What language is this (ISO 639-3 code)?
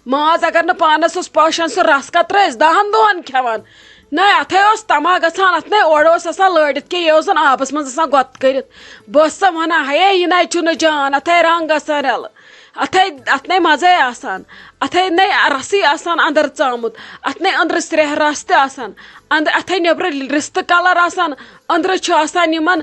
kas